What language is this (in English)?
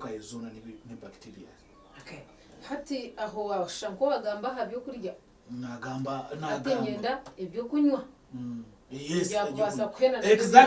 Nyankole